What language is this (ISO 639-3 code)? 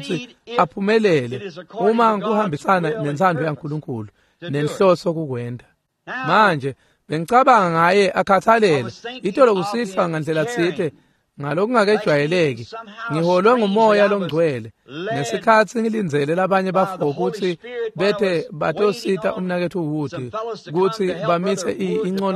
ssw